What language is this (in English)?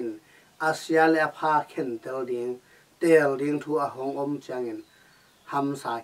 Tedim Chin